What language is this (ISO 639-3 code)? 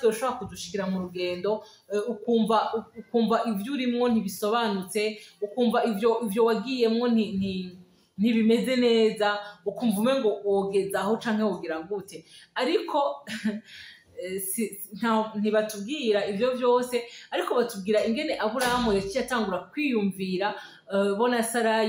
run